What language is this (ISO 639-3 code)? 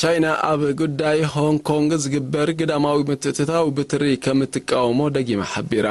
tir